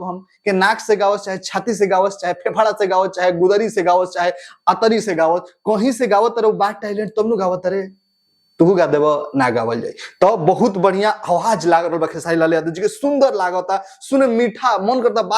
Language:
Bhojpuri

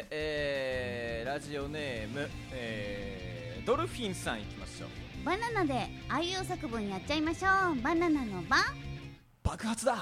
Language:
Japanese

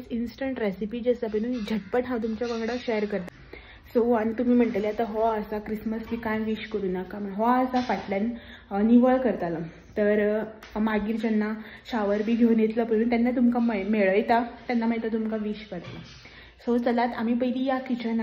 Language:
Konkani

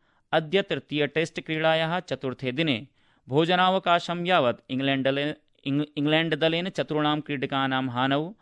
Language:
Sanskrit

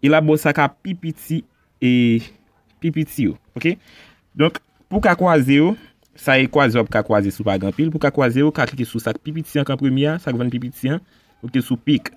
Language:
Haitian Creole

